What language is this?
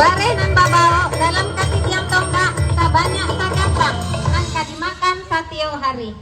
Minangkabau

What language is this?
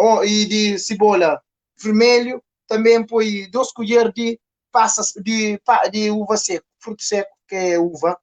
Kabuverdianu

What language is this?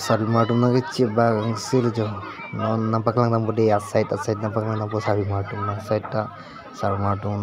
Karbi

